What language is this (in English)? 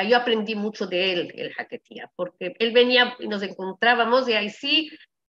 Ladino